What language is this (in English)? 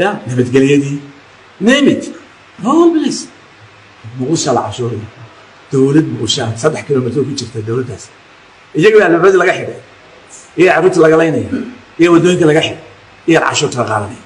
Somali